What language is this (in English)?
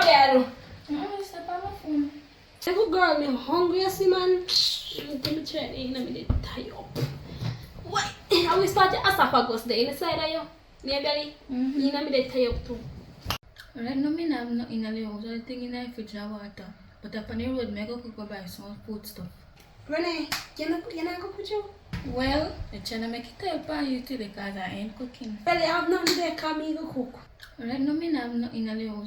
Jamaican Creole English